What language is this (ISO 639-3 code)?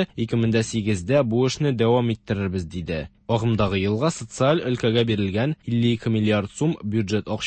tat